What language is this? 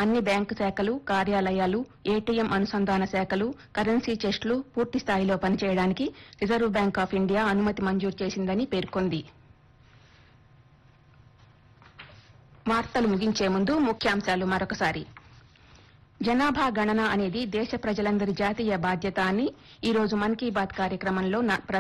Telugu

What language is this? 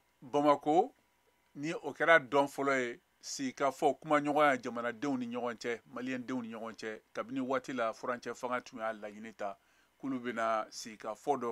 Bambara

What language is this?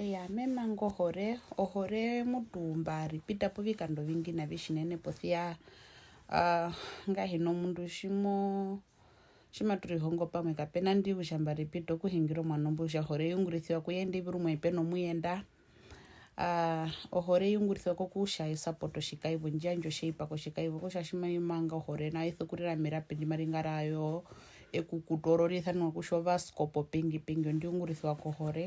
Herero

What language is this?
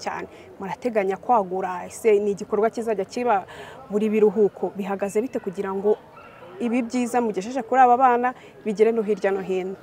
Kinyarwanda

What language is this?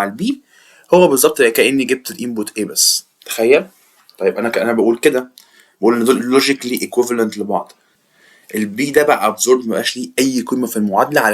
Egyptian Arabic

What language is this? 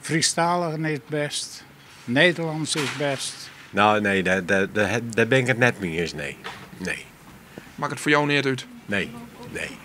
Western Frisian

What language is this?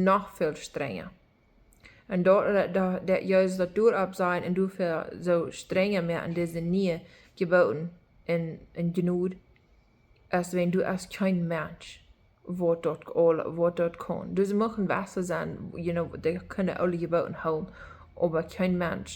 Plautdietsch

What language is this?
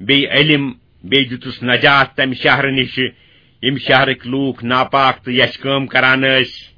Kashmiri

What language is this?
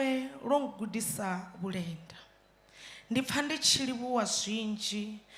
Venda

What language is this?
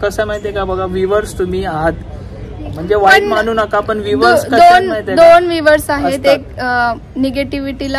Marathi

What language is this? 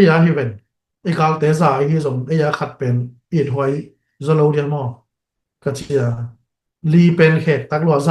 Tedim Chin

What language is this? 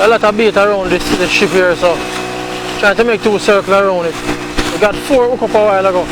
Jamaican Creole English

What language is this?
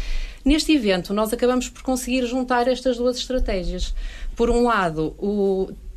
Portuguese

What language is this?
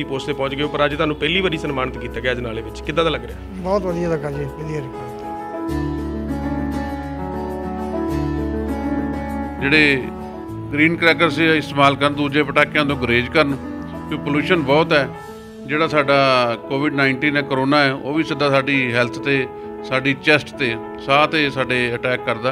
Punjabi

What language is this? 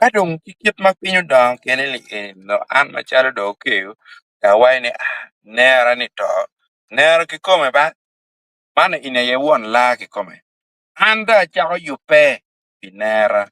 Acoli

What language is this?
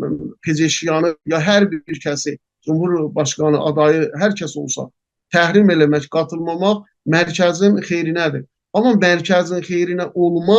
South Azerbaijani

